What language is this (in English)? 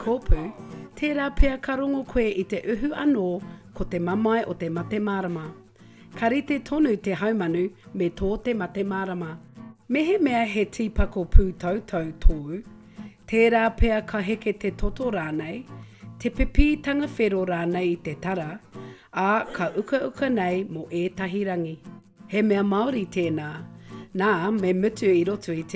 Māori